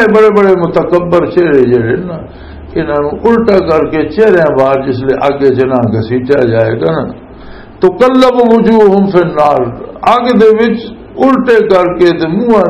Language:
Western Panjabi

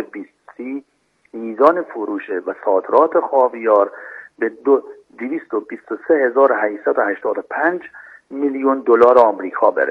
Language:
Persian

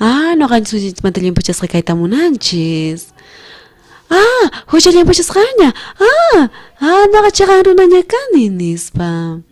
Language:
South Bolivian Quechua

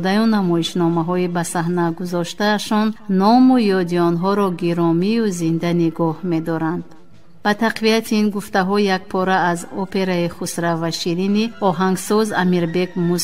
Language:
Tajik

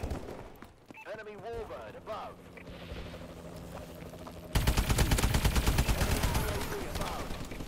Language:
English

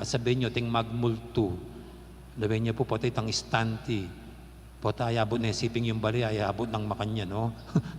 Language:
Pampanga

